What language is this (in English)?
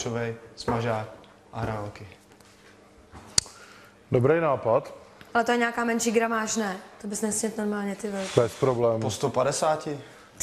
Czech